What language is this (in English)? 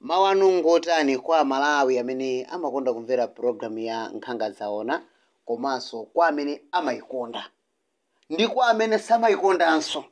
Nyanja